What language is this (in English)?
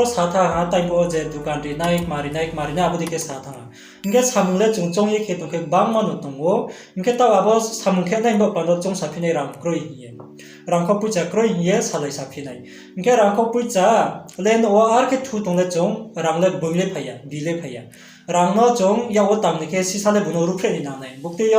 Riang (India)